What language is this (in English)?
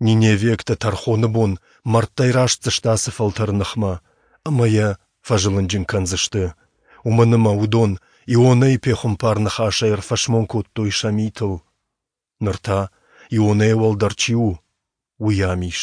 Ossetic